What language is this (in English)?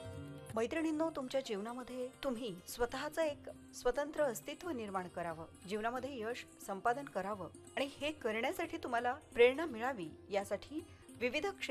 Marathi